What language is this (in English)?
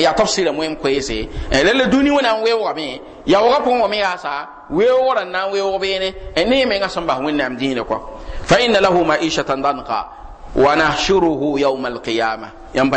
Mossi